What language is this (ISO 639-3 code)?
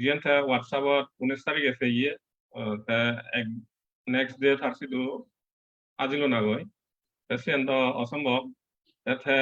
ccp